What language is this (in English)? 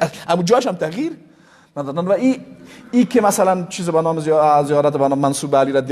Persian